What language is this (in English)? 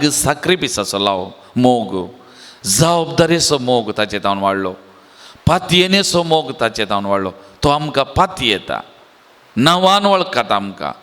Konkani